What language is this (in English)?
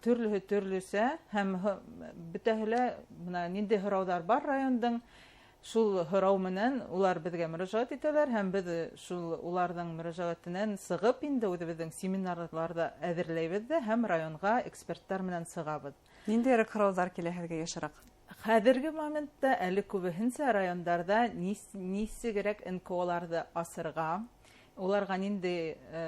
Bashkir